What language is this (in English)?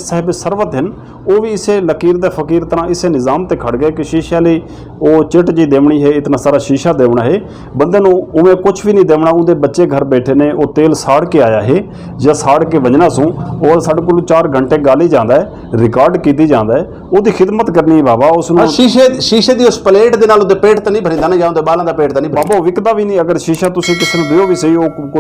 Saraiki